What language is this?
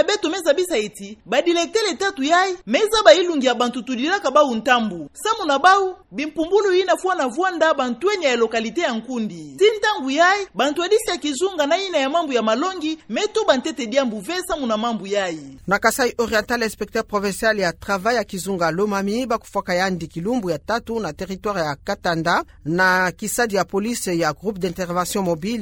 Kituba (Democratic Republic of Congo)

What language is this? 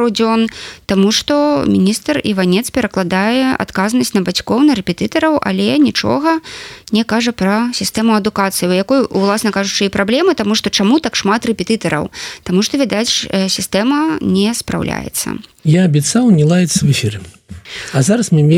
Belarusian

